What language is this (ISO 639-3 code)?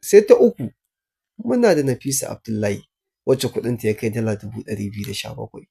hau